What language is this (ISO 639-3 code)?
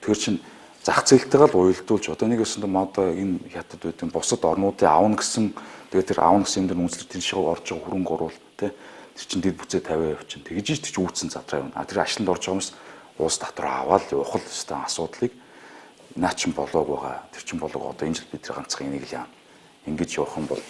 mon